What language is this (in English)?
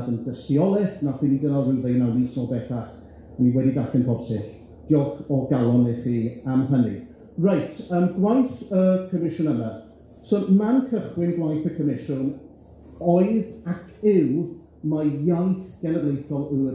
Welsh